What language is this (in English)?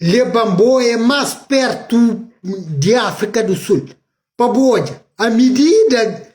Kabuverdianu